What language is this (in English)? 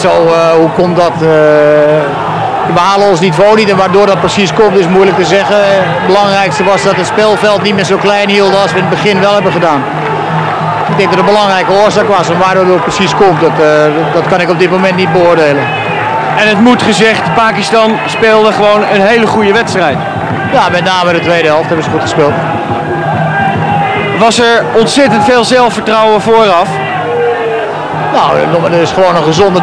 Dutch